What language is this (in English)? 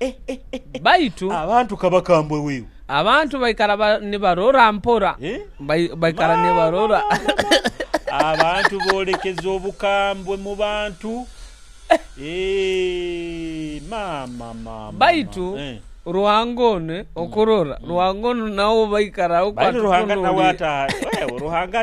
Nyoro